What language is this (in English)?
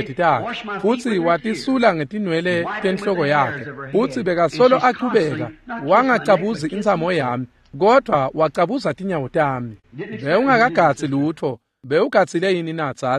Swati